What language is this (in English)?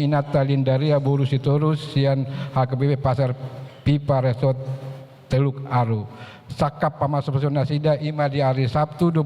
Batak Toba